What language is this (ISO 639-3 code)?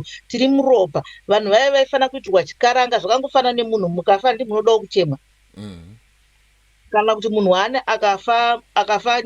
sna